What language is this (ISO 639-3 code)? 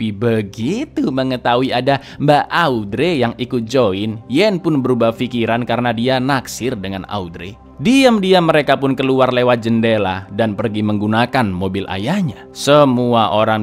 ind